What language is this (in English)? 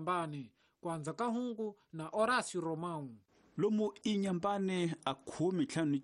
Tsonga